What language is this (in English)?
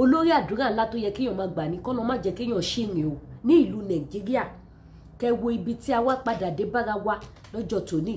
Yoruba